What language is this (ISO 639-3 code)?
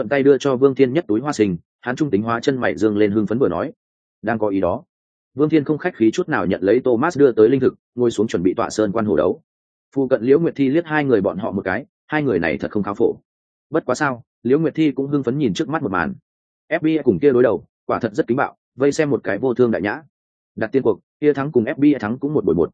vie